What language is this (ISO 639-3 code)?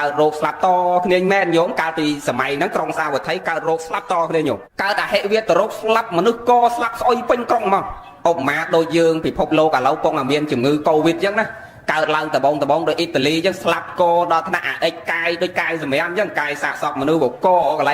khm